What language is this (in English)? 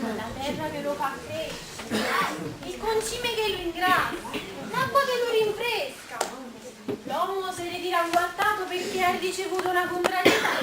Neapolitan